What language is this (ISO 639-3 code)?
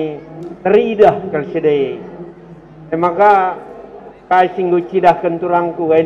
btx